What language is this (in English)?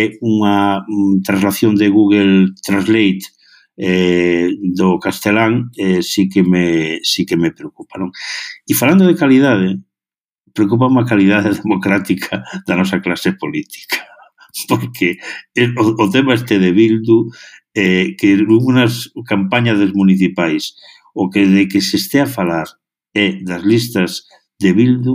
Galician